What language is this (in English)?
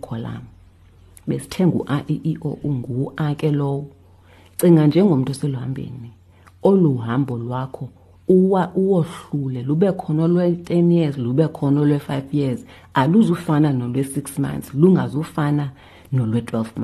Xhosa